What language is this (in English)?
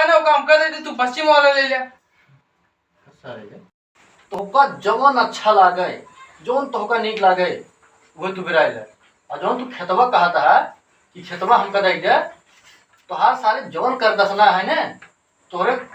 Awadhi